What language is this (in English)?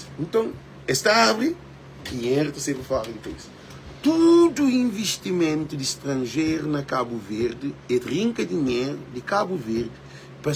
Kabuverdianu